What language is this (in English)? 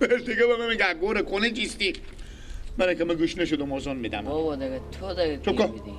Persian